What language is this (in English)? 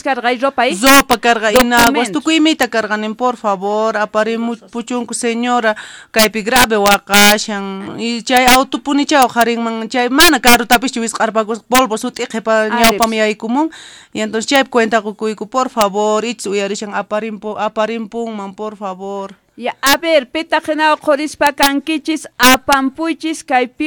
South Bolivian Quechua